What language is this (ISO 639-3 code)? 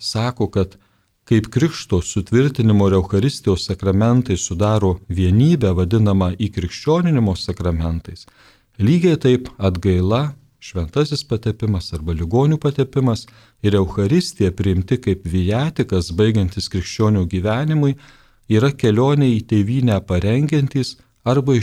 lit